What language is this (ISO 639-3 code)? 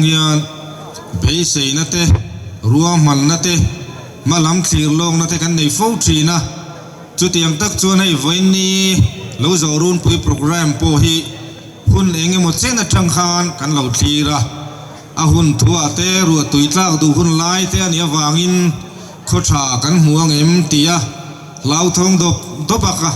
lus